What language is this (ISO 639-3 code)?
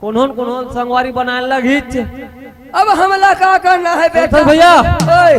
hne